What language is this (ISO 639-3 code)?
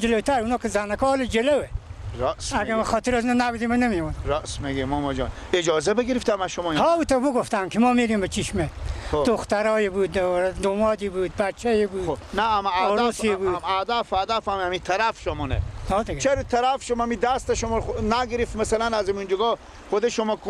fas